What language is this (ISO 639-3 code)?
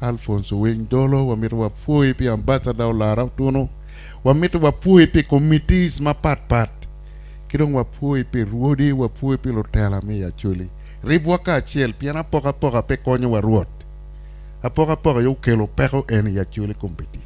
ach